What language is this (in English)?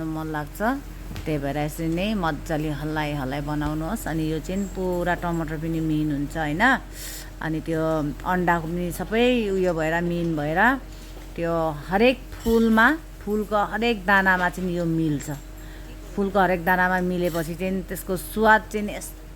Nepali